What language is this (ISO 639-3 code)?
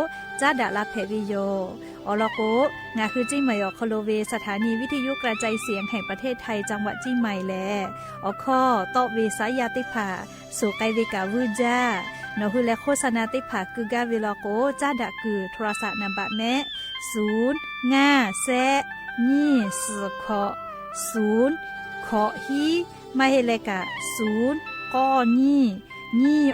lhu